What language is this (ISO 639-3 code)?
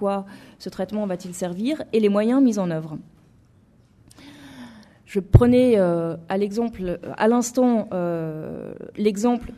fra